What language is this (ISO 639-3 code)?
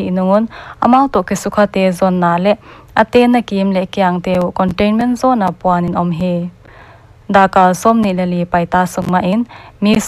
pck